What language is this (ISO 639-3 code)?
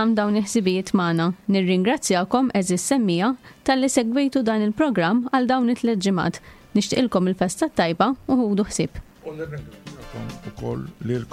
mlt